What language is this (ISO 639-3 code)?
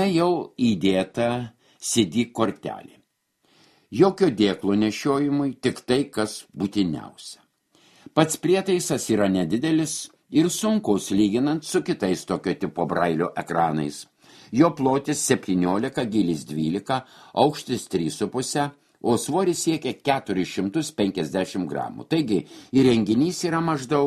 lit